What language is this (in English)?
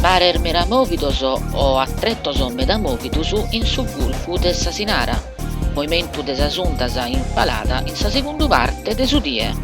Sardinian